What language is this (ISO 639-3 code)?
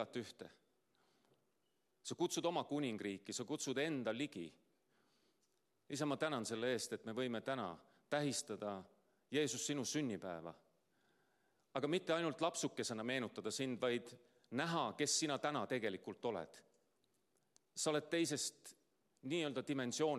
est